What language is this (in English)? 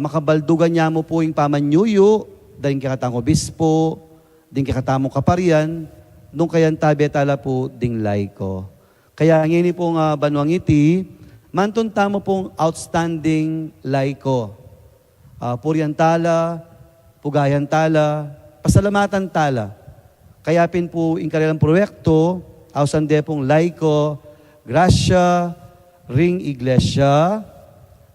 Pampanga